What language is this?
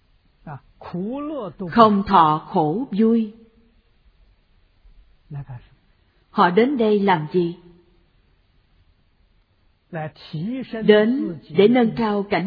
Vietnamese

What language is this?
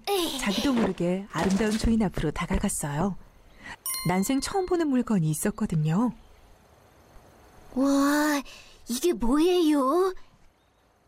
Korean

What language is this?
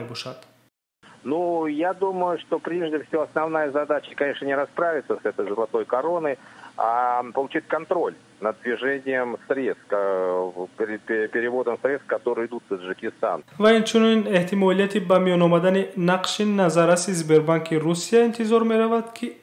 Tajik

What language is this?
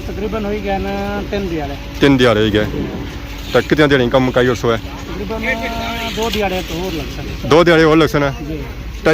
Pahari-Potwari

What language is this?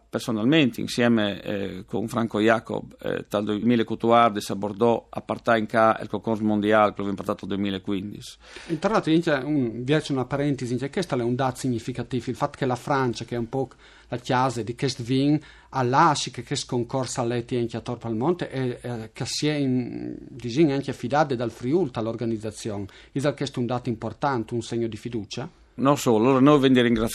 Friulian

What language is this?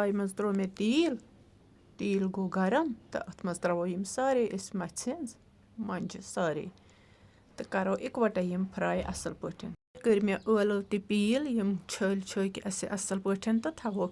Kashmiri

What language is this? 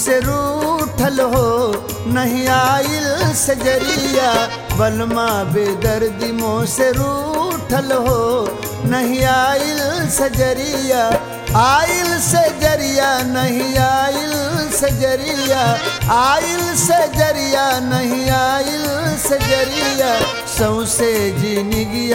Bhojpuri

